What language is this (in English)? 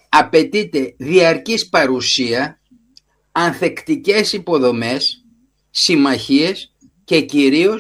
Greek